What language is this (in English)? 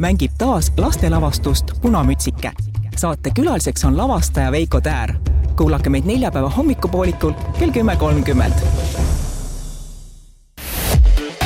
Estonian